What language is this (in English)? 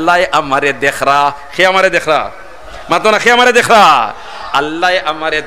Sylheti